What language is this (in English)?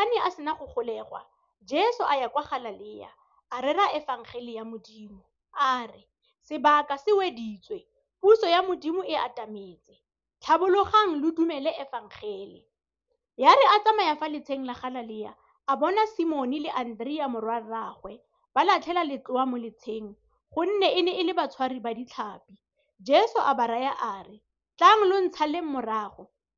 Tswana